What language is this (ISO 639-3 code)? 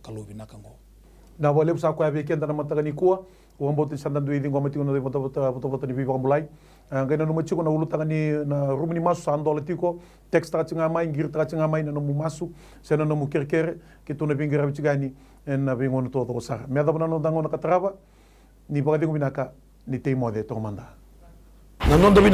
fij